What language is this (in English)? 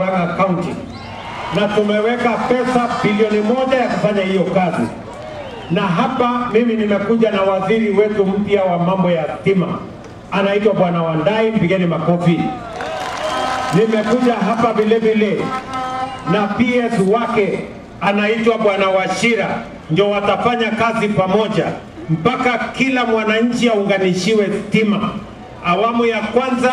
Swahili